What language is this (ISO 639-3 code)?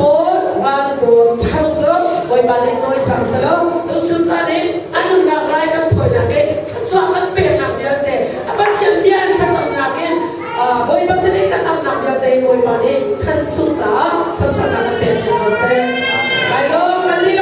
cnh